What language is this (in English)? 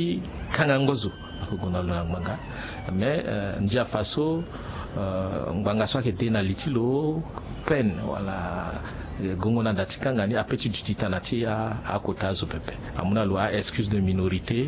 Sango